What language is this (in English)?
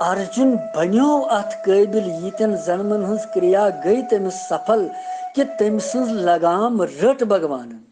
Kashmiri